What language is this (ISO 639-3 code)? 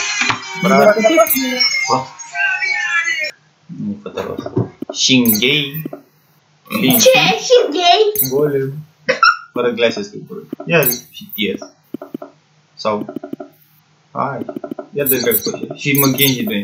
ron